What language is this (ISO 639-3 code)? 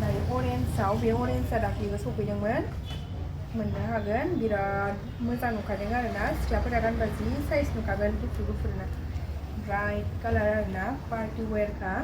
brx